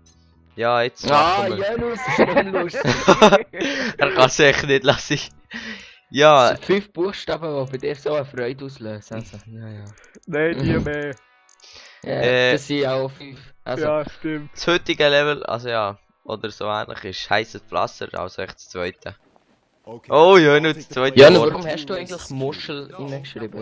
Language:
Swiss German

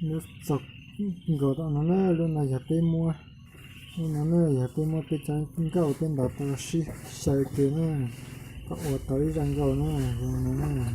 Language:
Hmong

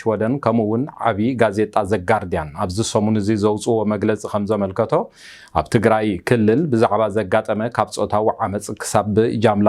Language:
Tigrinya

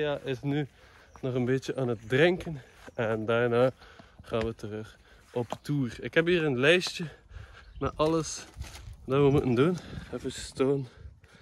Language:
Dutch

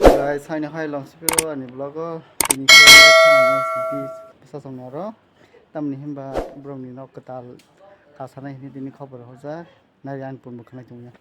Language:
Kok Borok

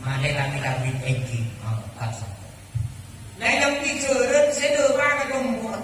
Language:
Madurese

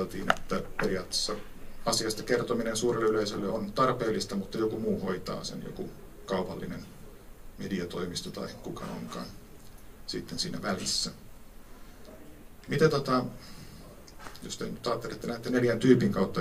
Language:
Finnish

